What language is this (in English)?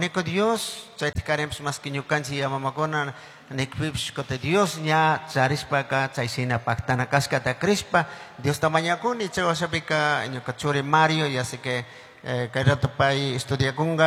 Chimborazo Highland Quichua